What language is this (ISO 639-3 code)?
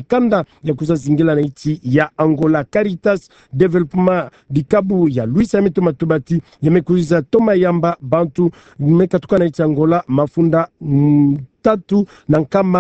ktu